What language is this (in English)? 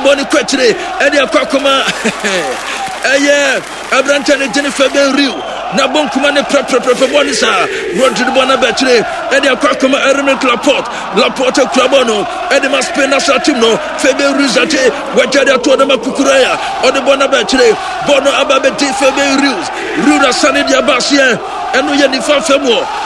Akan